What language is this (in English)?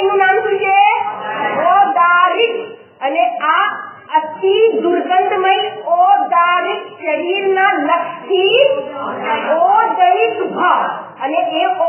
Gujarati